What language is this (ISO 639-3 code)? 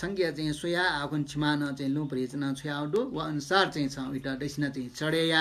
new